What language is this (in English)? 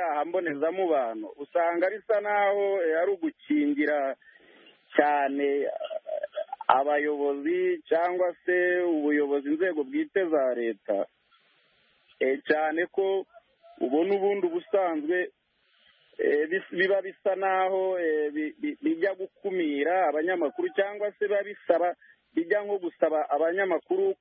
Kinyarwanda